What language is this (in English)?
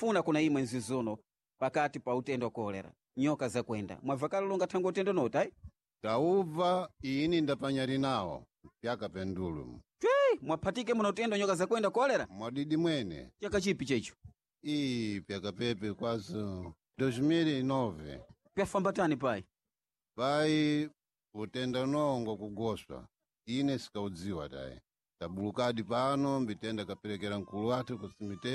Sena